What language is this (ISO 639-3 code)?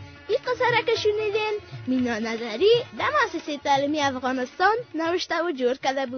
fas